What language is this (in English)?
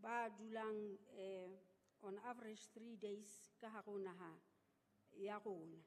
Southern Sotho